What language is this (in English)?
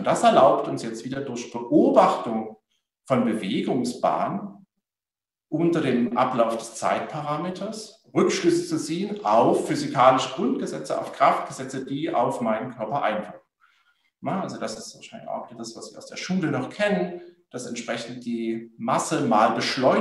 German